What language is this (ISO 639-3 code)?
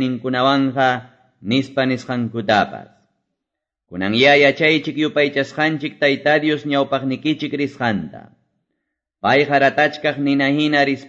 que